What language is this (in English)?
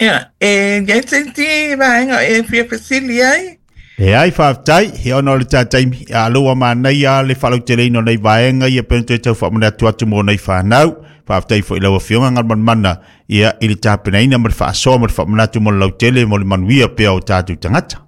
Samoan